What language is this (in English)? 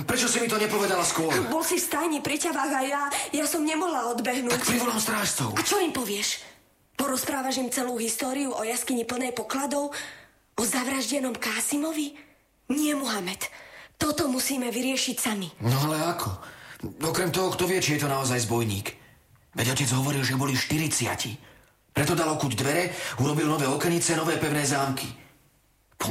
Slovak